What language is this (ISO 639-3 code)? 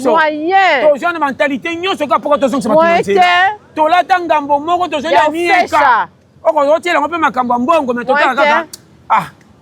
lin